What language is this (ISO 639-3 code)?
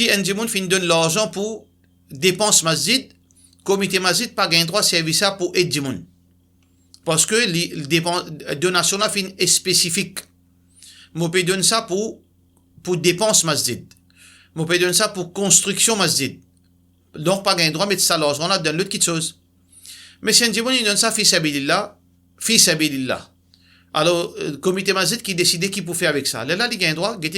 mfe